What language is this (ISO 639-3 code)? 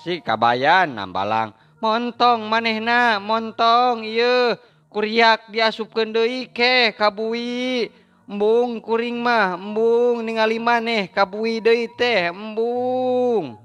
sun